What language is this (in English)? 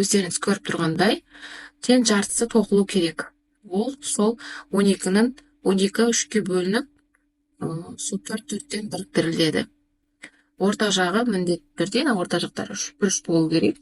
Kazakh